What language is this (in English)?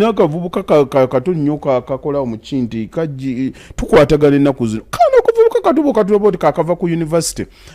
Ganda